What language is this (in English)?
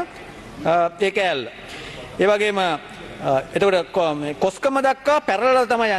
Sinhala